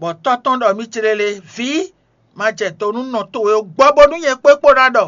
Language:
Fon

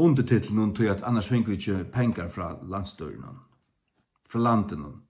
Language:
Faroese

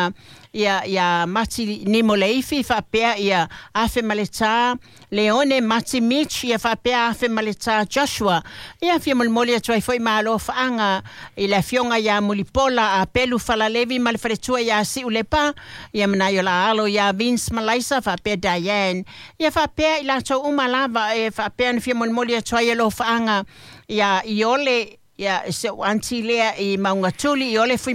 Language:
Samoan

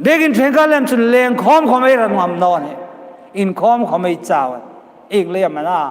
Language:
Hmar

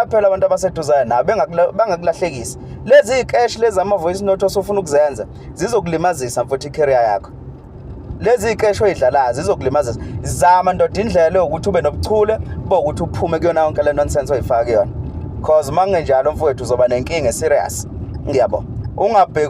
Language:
Zulu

